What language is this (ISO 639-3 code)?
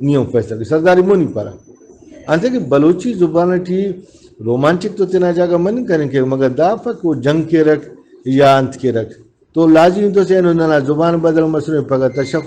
brh